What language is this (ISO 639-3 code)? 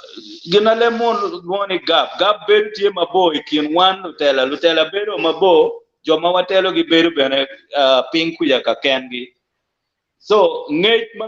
ach